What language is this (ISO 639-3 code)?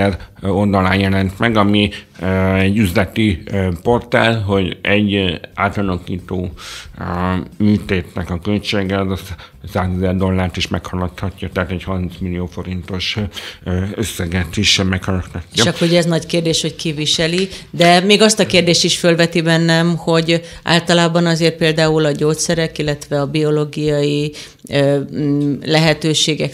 hun